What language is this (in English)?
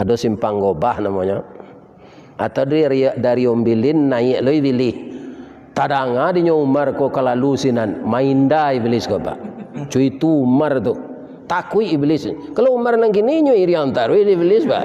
Minangkabau